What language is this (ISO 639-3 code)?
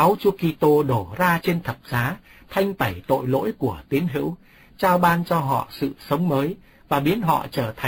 vie